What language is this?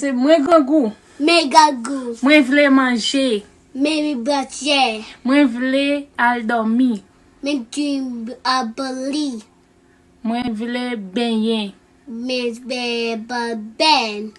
Haitian Creole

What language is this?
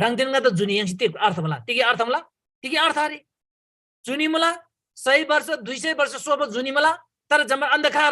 Eastern Tamang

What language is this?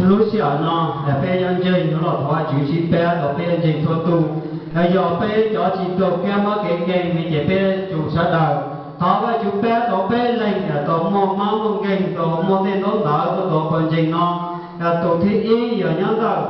Hmong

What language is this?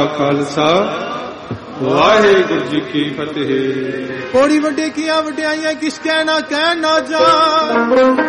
Punjabi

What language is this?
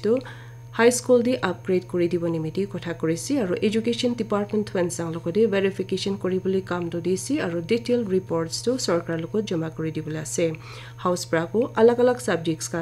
Naga Pidgin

